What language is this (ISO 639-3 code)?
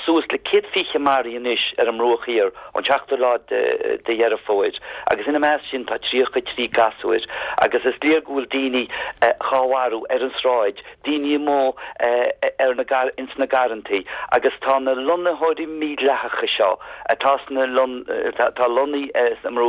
gle